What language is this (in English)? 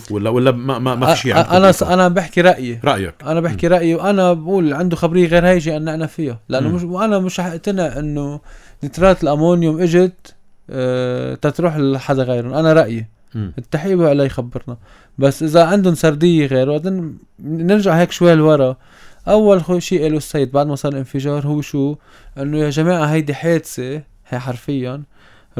North Levantine Arabic